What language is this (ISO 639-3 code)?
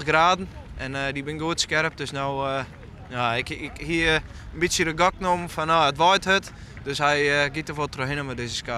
fry